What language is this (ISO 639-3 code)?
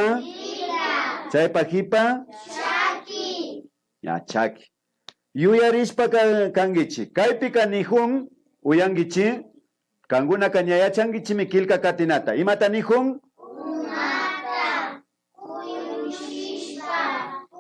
qvi